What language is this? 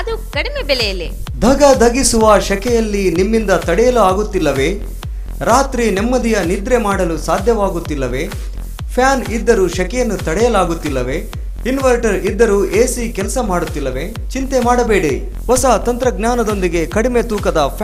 Kannada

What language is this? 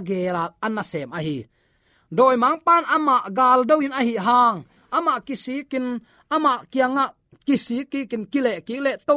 Tedim Chin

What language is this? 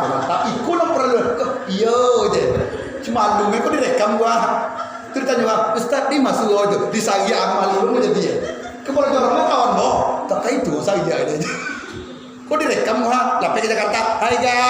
Minangkabau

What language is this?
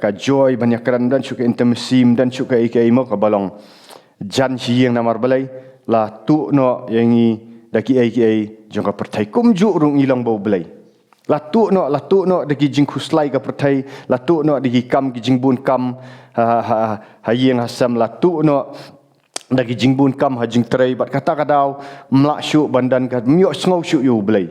Khasi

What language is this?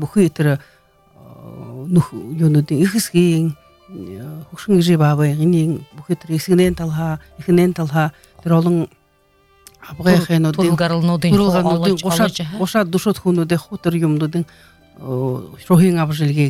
Buriat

